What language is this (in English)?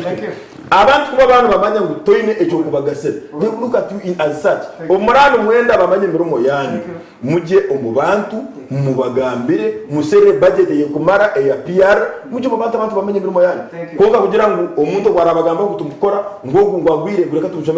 Nyankole